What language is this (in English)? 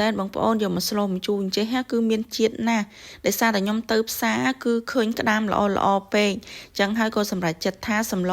Khmer